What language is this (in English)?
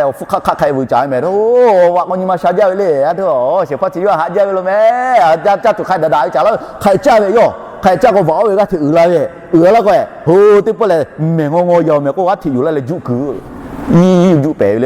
Lahu